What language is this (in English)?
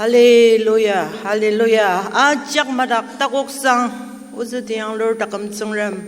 Ao Naga